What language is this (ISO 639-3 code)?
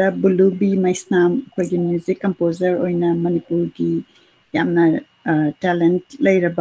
mni